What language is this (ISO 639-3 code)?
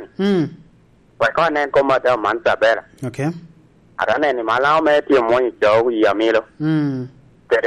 laj